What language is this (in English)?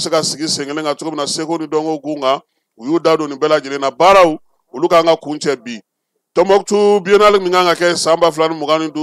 Bambara